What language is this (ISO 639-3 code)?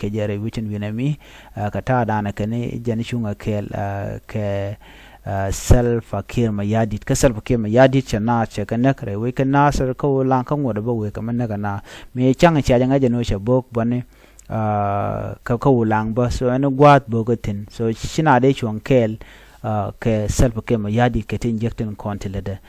nus